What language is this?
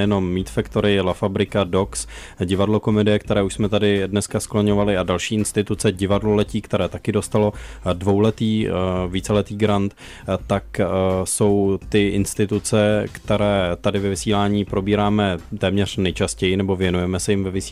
Czech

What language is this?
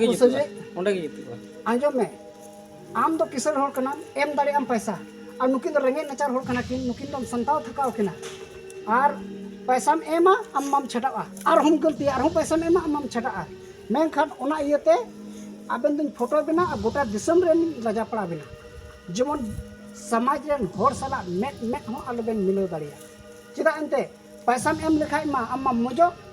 Santali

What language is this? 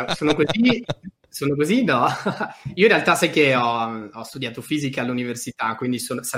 Italian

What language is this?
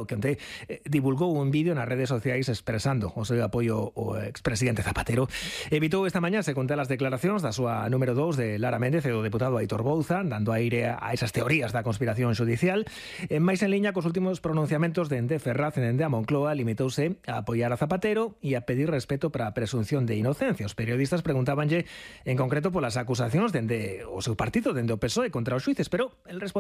Galician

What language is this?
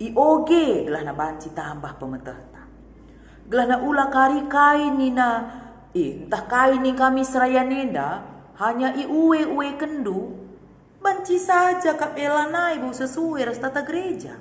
Batak Karo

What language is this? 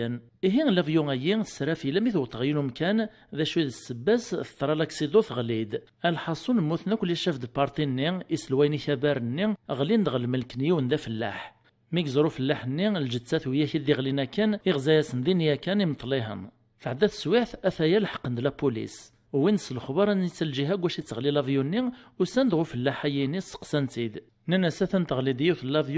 Kabyle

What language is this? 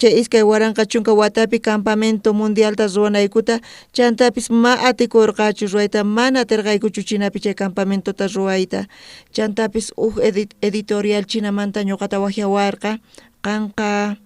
South Bolivian Quechua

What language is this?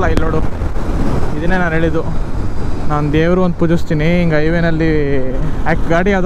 Kannada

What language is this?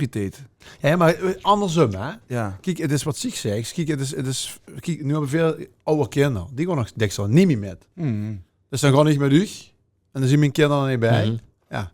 Limburgish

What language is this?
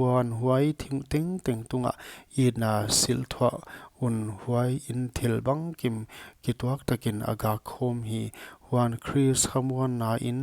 Paite Chin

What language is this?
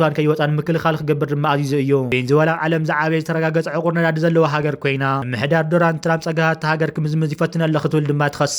Tigrinya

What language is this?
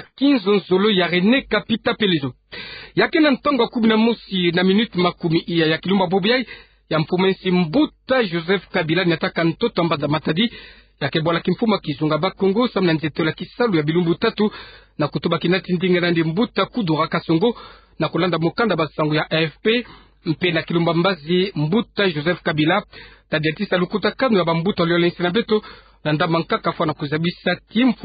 Kituba (Democratic Republic of Congo)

